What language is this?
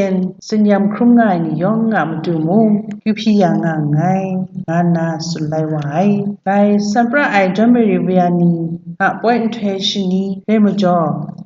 Kachin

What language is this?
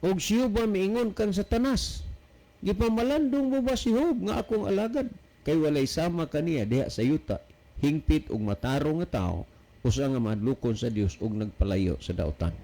Cebuano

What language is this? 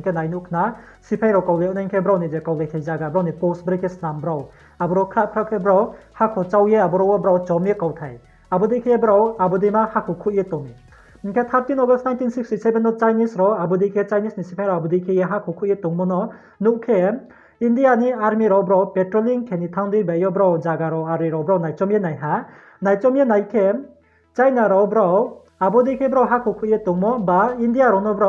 Riang (India)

